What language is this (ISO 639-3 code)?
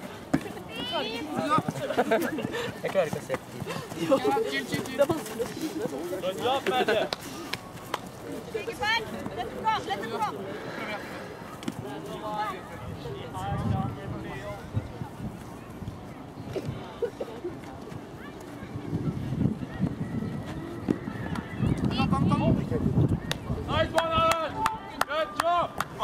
nor